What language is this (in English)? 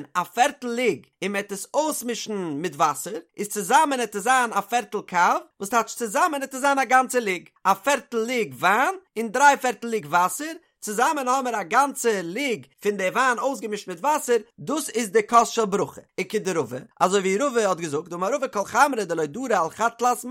Yiddish